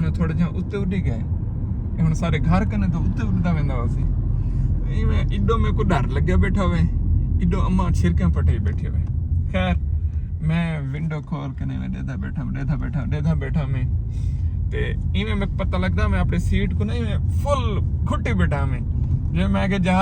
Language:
Saraiki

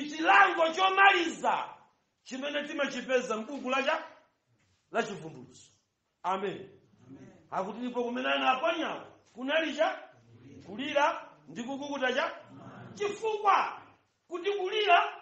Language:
Nyanja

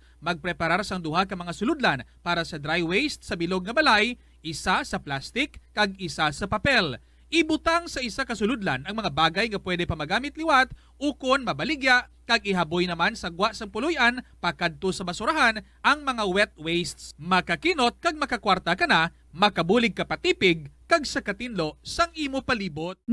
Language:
Hiligaynon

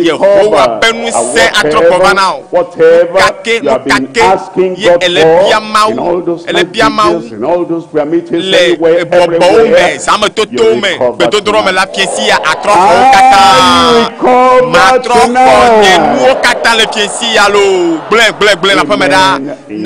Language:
Ewe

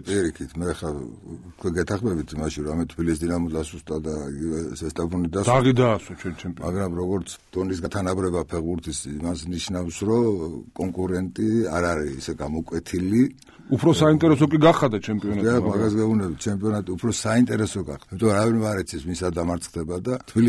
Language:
Georgian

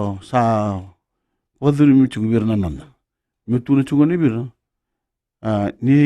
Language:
Fijian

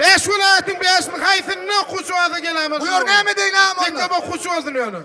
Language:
Turkmen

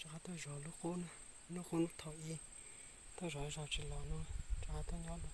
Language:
Hmong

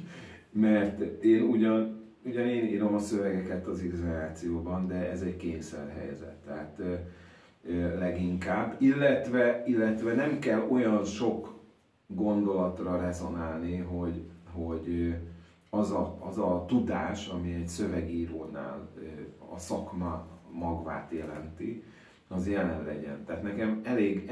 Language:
Hungarian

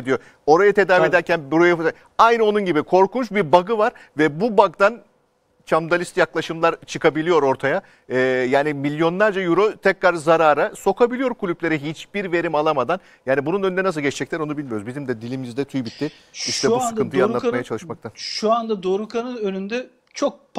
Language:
Turkish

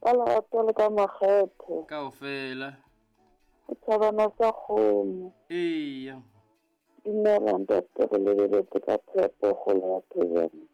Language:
Southern Sotho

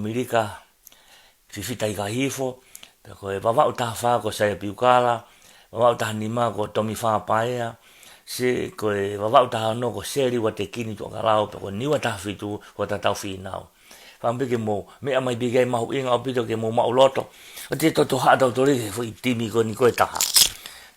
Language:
Tongan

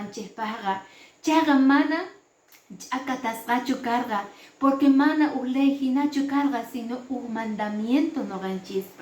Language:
Quechua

